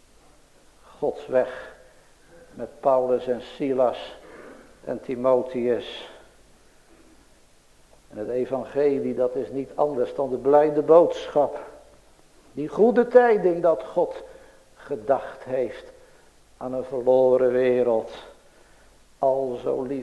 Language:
Dutch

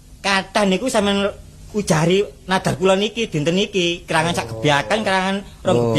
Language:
Javanese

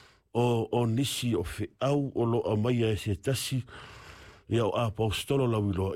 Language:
Samoan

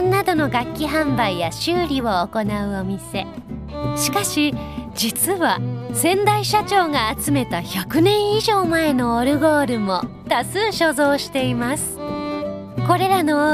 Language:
Japanese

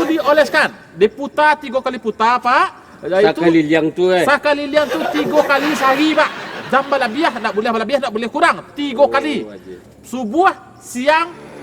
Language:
Minangkabau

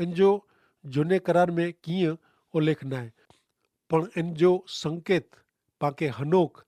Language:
Kachhi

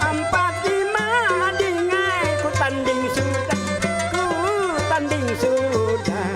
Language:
Banjar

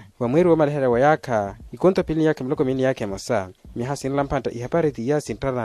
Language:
Makhuwa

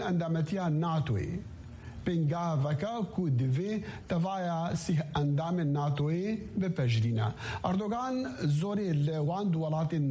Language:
Kurdish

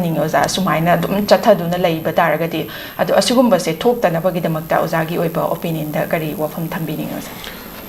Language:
Manipuri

